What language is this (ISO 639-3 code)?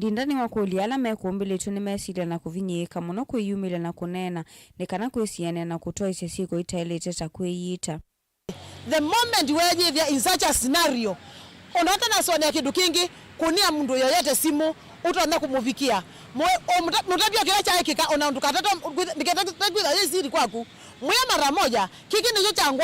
kam